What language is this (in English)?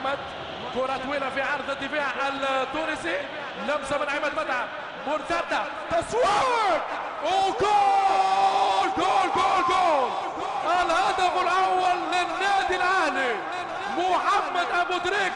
Egyptian Arabic